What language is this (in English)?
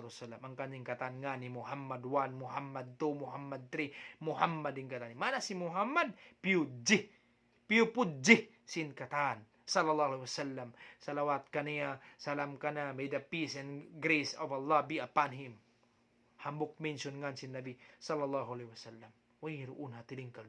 Tausug